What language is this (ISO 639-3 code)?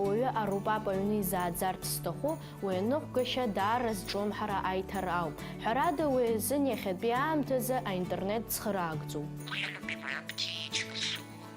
abk